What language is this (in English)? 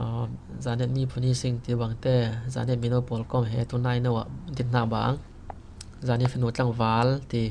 Falam Chin